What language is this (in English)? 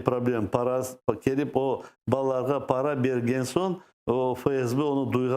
Crimean Tatar